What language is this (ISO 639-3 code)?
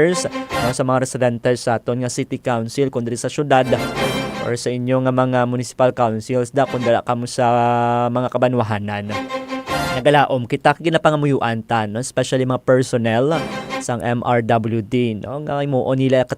hil